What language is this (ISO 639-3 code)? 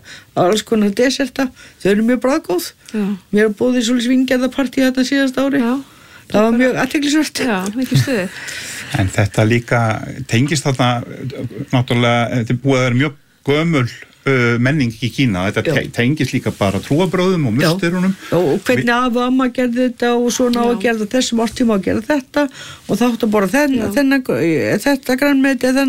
isl